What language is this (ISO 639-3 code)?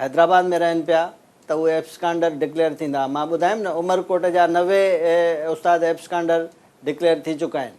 snd